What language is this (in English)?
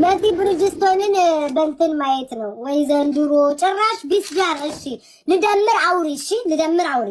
Amharic